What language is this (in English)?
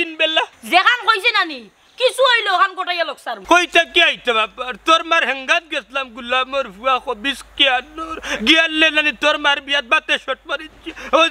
Sylheti